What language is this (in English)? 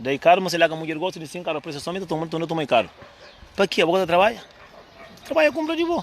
Kabuverdianu